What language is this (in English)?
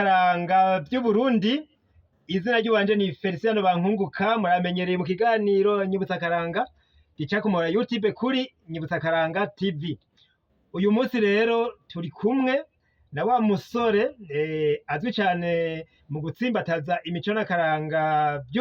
Rundi